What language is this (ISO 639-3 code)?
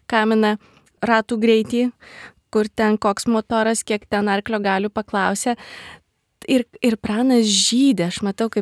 lit